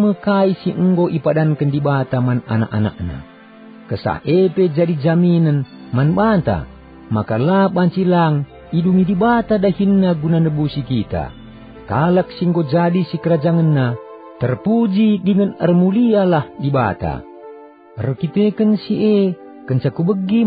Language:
Batak Karo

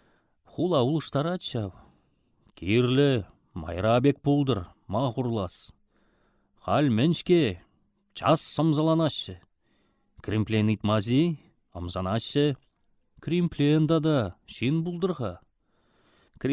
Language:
Chuvash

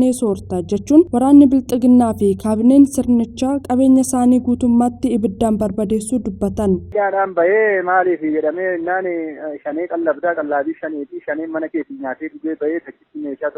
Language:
Oromo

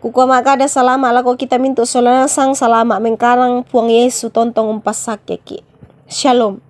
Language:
Toraja-Sa'dan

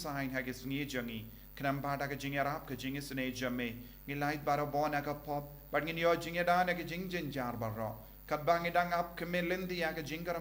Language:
Khasi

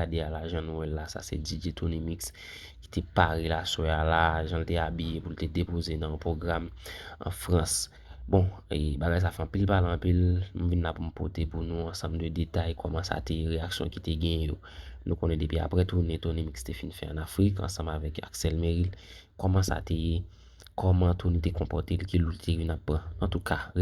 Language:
Haitian Creole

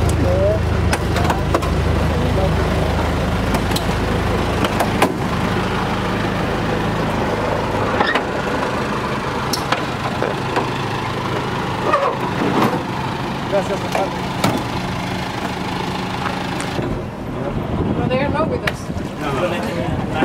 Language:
English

